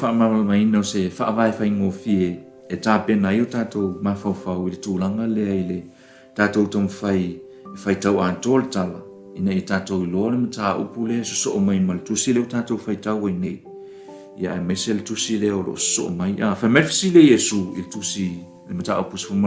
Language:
Samoan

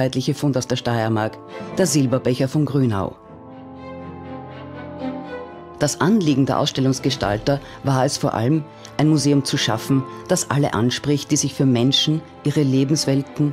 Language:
German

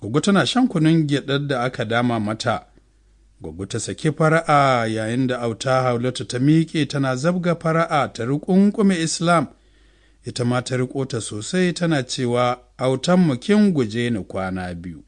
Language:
Hausa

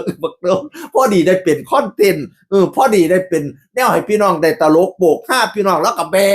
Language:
Northeastern Thai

